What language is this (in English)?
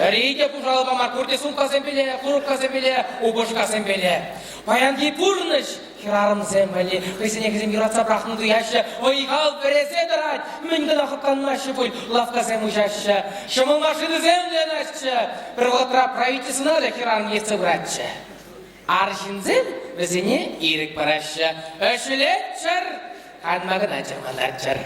Chuvash